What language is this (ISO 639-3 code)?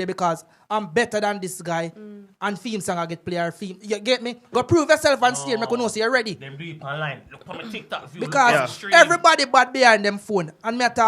jam